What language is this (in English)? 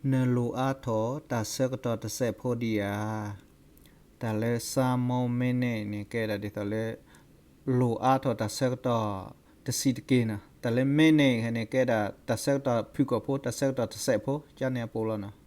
S'gaw Karen